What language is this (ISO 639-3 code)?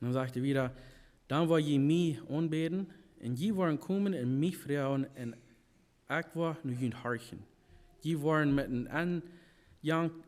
pdt